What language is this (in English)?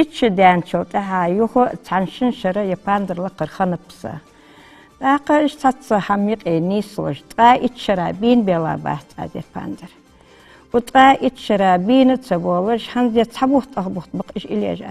Ingush